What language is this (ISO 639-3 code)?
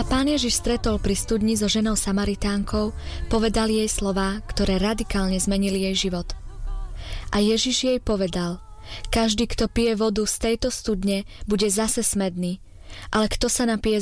slk